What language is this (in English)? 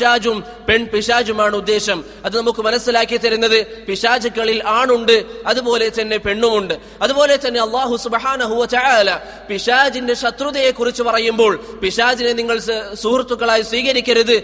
Malayalam